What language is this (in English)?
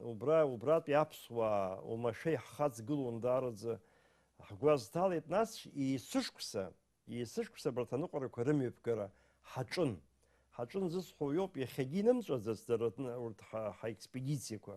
Abkhazian